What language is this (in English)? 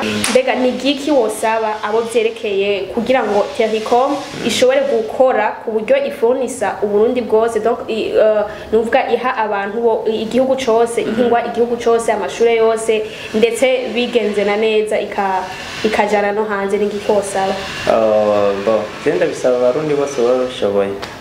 Rundi